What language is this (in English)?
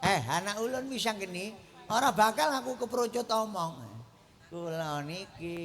Javanese